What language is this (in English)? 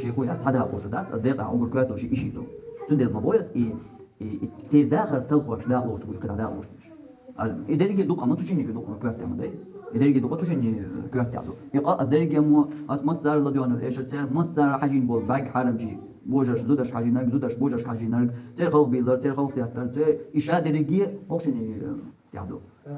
Chechen